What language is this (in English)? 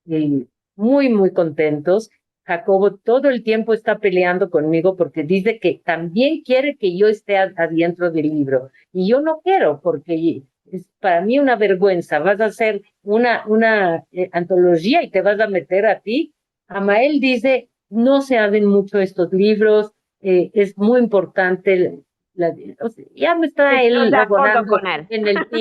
Ladino